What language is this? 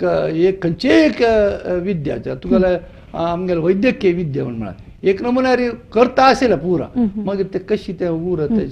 Konkani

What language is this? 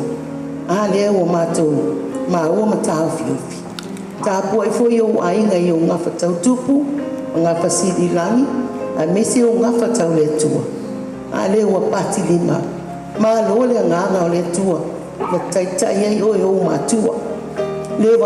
Samoan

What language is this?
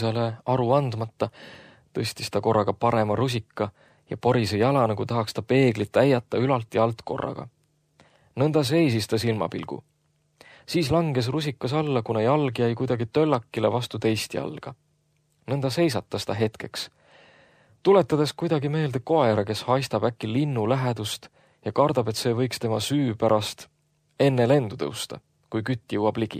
Estonian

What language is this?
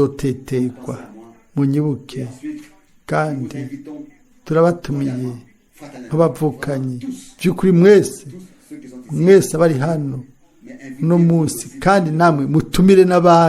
Rundi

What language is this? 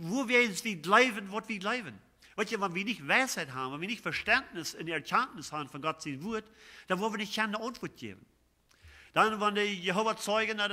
Plautdietsch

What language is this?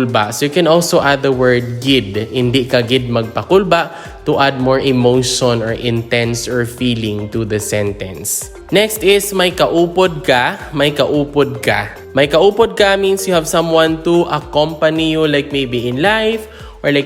Hiligaynon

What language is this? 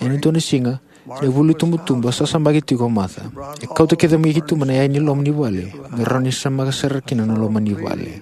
Fijian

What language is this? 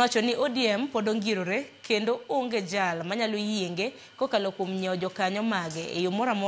Luo (Kenya and Tanzania)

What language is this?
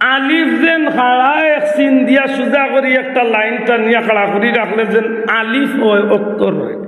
Sylheti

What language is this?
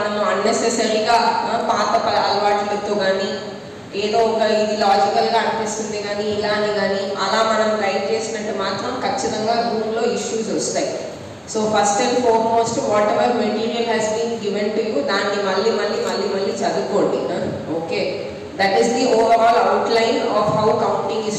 Telugu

